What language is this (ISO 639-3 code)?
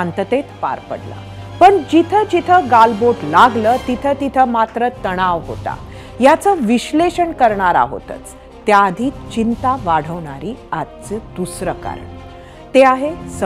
mar